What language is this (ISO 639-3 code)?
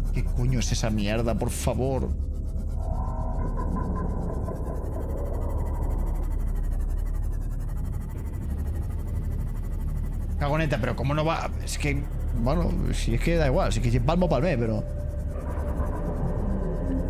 spa